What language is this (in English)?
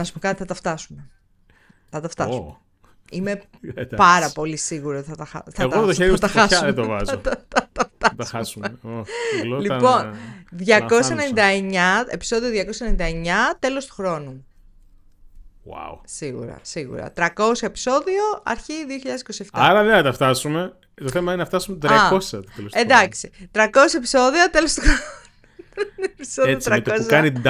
Greek